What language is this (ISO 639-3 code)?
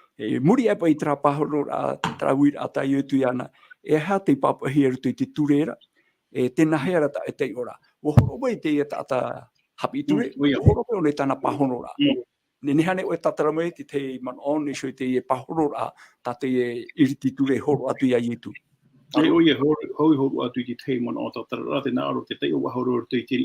tah